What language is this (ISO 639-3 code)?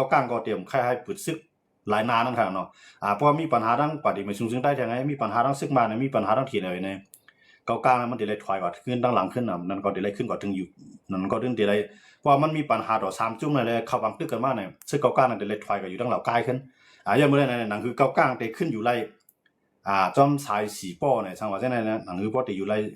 shn